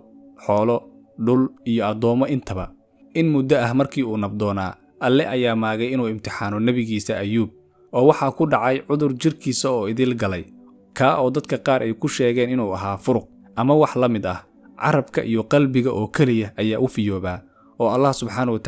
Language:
Somali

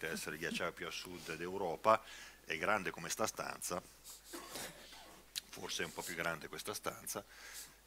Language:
Italian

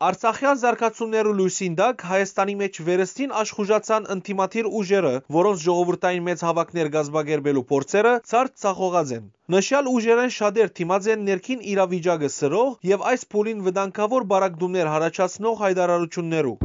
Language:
Western Armenian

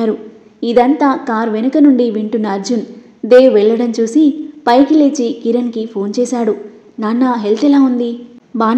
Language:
Telugu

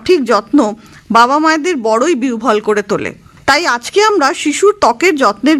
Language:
Bangla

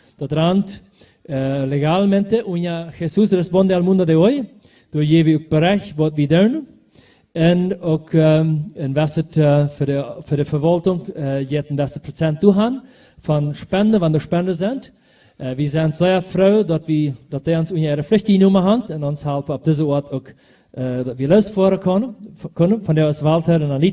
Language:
Plautdietsch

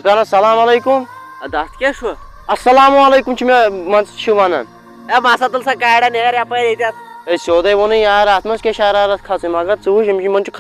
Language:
Kashmiri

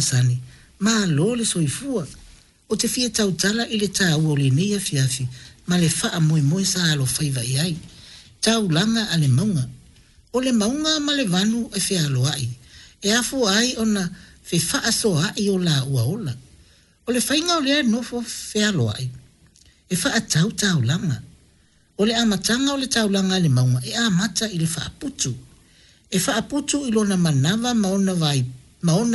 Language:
Samoan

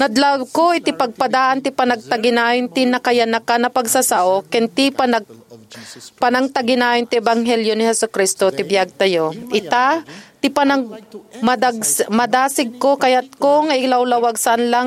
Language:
Iloko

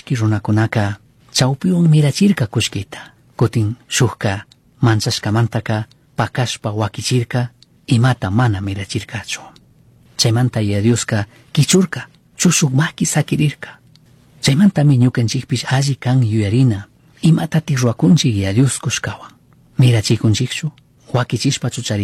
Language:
Chimborazo Highland Quichua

